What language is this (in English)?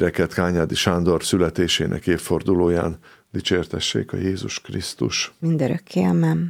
Hungarian